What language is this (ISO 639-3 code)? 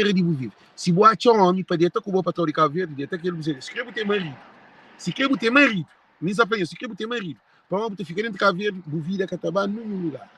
kea